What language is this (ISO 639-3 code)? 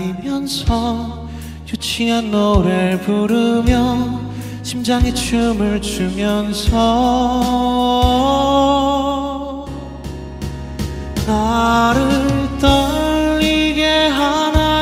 kor